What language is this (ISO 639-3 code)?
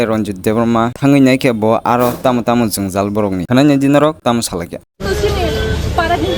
trp